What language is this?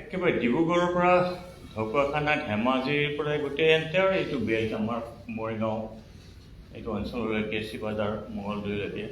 Assamese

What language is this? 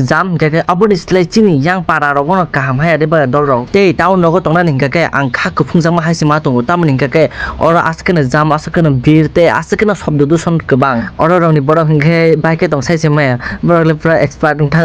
Kok Borok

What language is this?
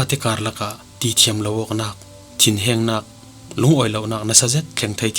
Falam Chin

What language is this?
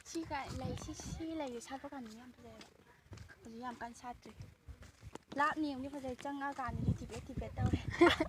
Manipuri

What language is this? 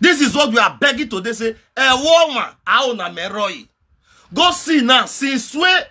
Nigerian Pidgin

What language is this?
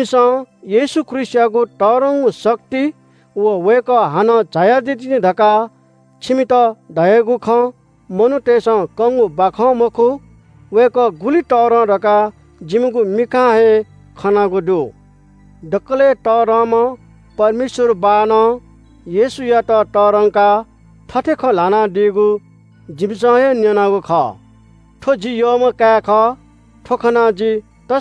Newari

